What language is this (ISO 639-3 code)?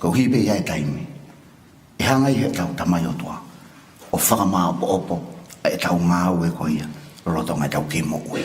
ton